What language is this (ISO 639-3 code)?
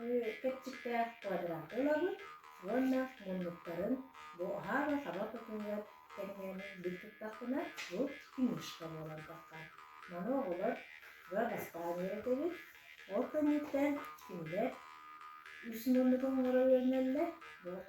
sah